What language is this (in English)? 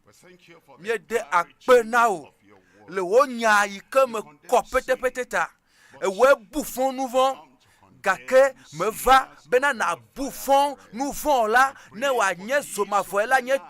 Ewe